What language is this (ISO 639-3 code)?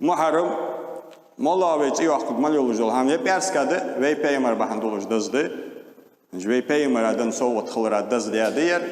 inh